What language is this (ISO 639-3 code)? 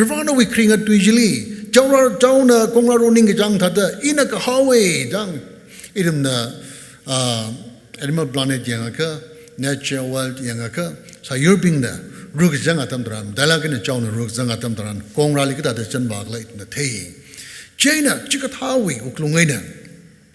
nmf